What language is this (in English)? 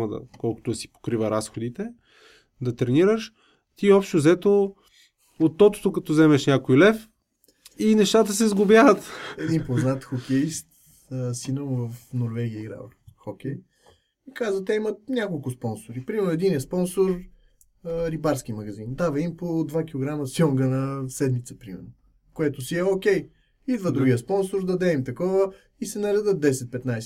Bulgarian